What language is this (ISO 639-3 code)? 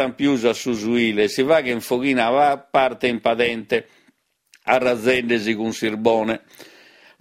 srd